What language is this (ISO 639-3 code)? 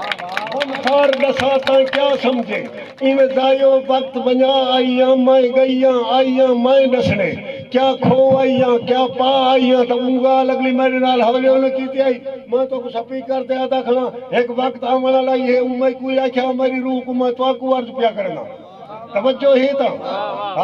skr